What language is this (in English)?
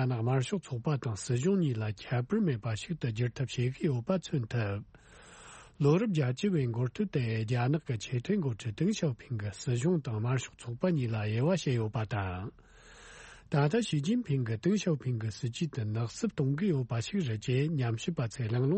Tibetan